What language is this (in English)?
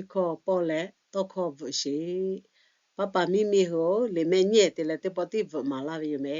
Lahu